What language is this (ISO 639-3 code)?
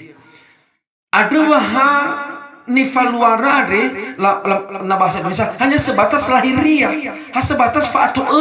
nia